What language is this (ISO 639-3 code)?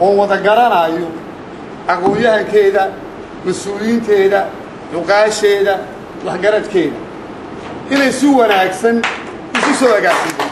som